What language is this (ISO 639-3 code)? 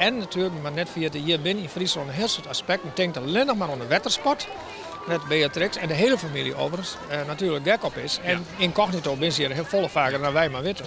fry